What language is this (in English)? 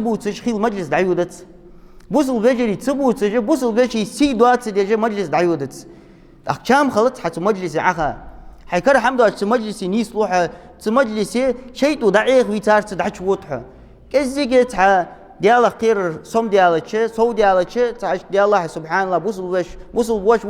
Ingush